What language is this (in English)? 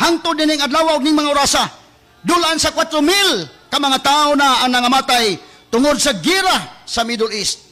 Cebuano